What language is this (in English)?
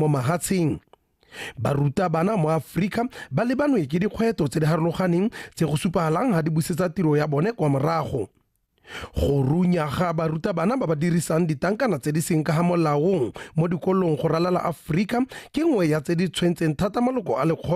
Tswana